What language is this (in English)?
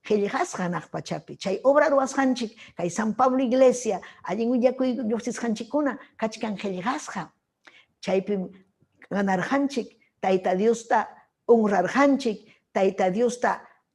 Ayacucho Quechua